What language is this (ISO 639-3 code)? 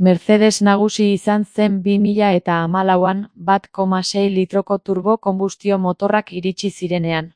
eus